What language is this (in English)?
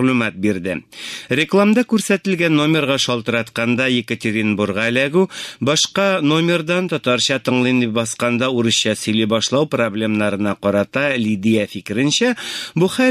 Tatar